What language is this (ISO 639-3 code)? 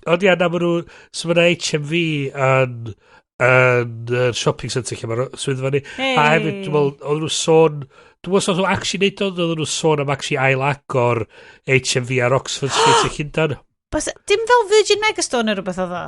cym